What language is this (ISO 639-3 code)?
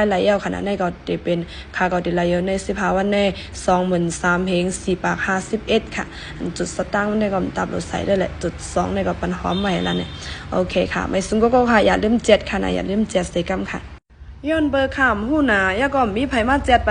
shn